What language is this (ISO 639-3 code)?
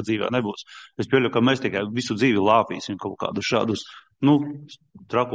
lav